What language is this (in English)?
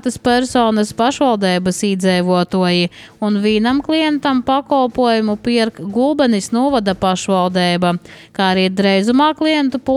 Latvian